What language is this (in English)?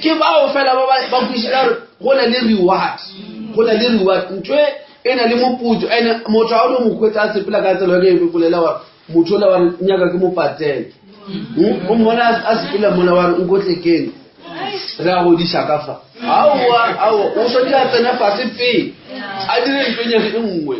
Northern Sotho